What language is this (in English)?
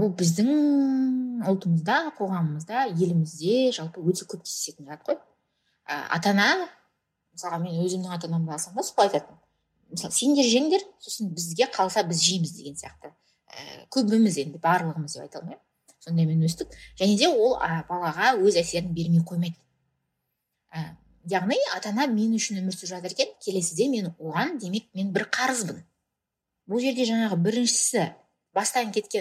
Kazakh